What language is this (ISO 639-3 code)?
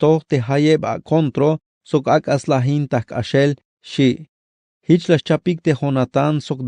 tzh